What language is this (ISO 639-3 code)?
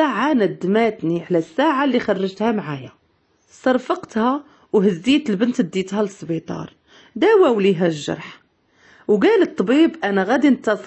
ary